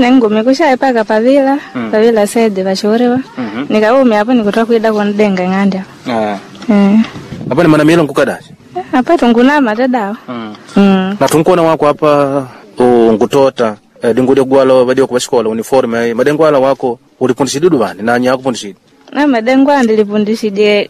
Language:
Makonde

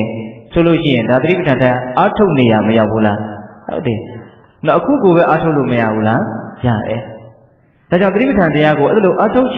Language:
Burmese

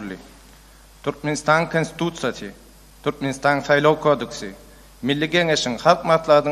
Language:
Turkmen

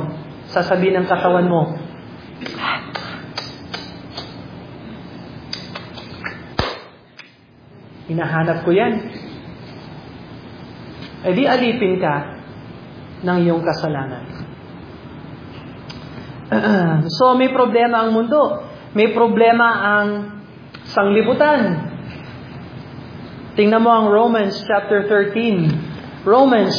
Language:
Filipino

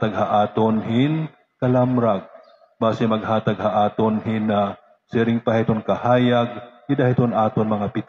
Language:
Waray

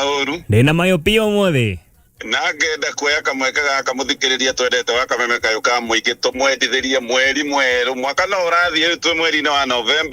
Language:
Kikuyu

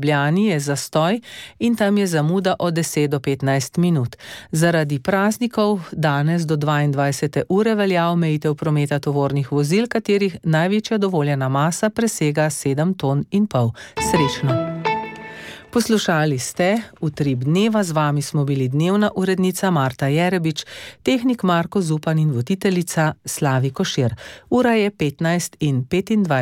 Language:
Slovenian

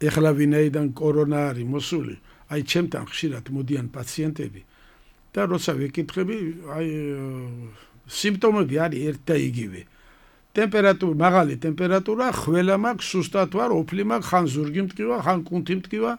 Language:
Georgian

